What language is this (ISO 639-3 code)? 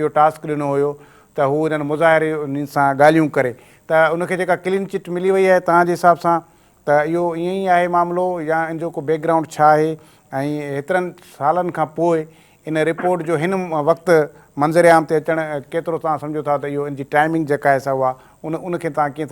snd